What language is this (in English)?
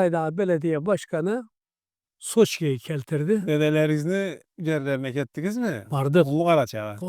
Karachay-Balkar